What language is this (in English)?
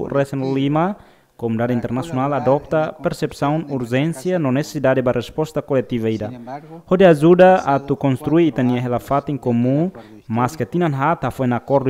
Tetum